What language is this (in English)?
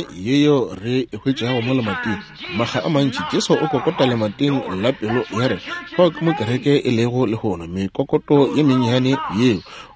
Northern Sotho